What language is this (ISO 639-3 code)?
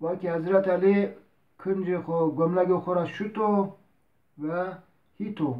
zza